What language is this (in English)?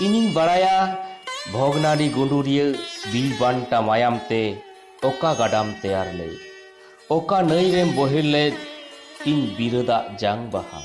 Santali